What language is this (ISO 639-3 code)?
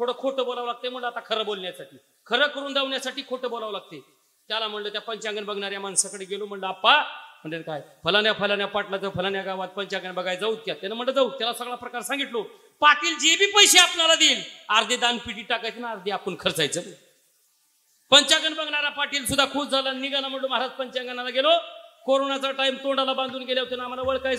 mar